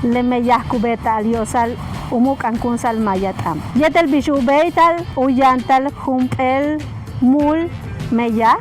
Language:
Yucateco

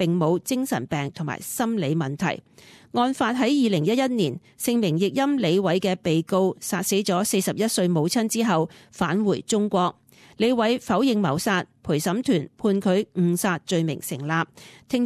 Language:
Cantonese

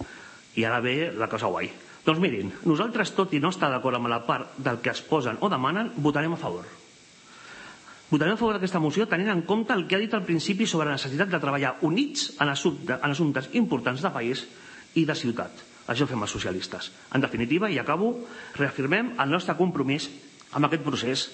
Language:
Catalan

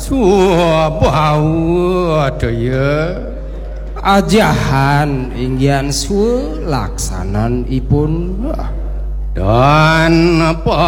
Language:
Balinese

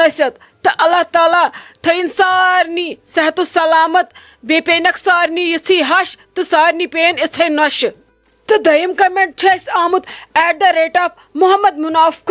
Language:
Kashmiri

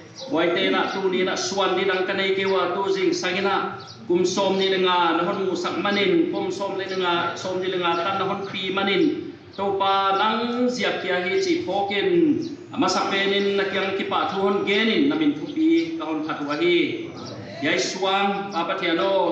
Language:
Paite Chin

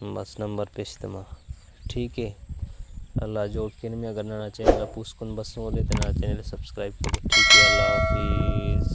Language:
Brahui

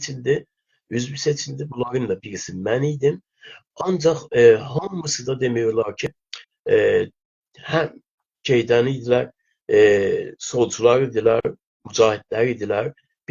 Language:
South Azerbaijani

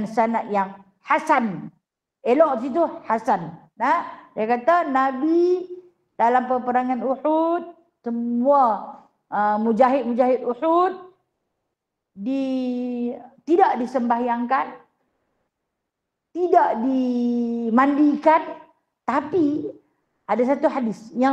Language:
Malay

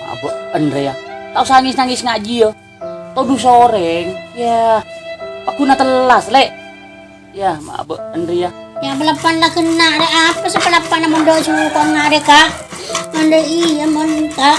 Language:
Madurese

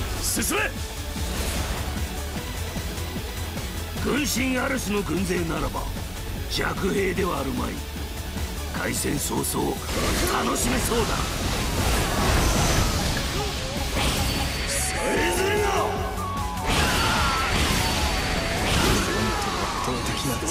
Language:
Japanese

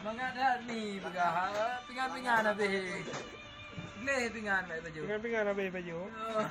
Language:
Achinese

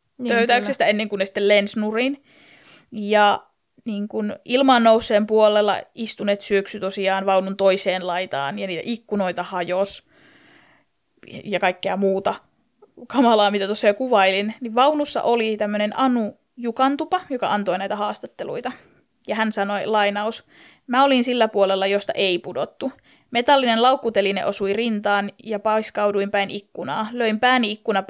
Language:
Finnish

